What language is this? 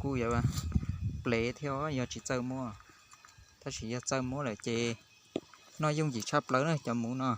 Hmong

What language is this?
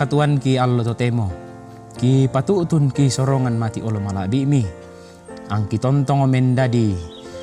Toraja-Sa'dan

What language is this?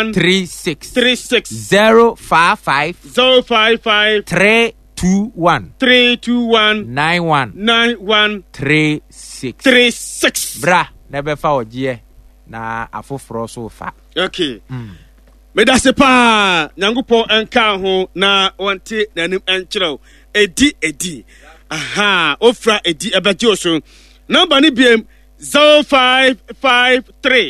Akan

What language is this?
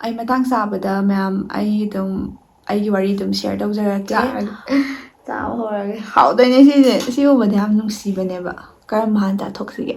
Manipuri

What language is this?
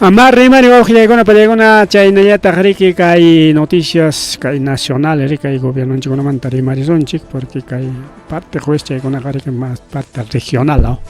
Ayacucho Quechua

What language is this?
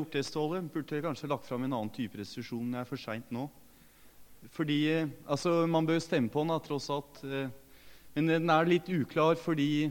Norwegian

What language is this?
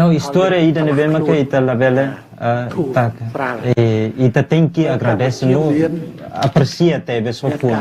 Tetum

